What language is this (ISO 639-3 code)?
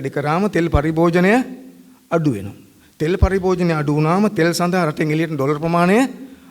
sin